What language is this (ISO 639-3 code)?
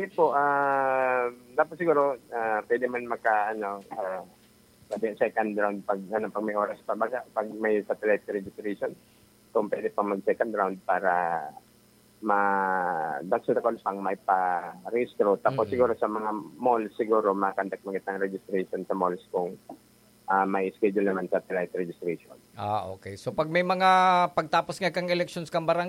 bik